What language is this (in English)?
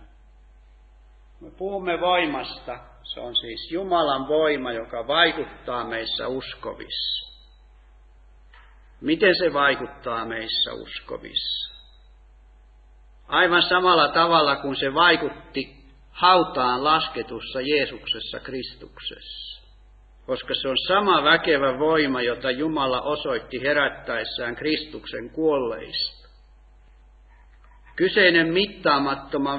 Finnish